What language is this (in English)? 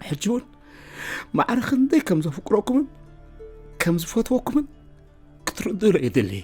Tigrinya